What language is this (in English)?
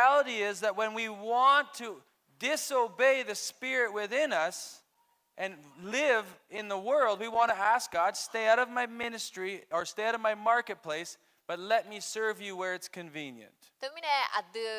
Akha